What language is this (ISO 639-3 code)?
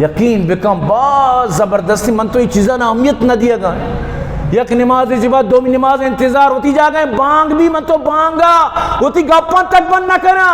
bgp